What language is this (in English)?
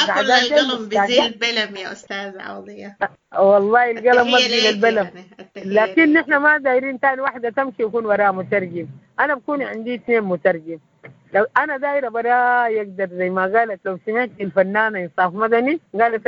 Sudanese Arabic